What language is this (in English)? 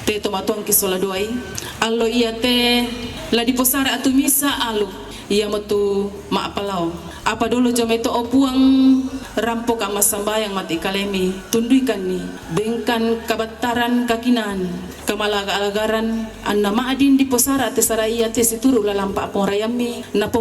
Toraja-Sa'dan